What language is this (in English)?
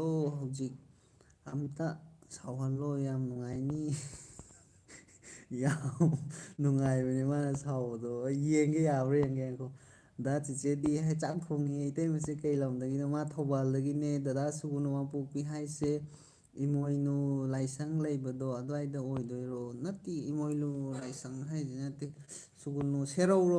Manipuri